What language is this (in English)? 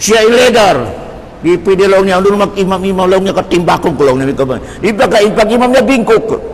Tausug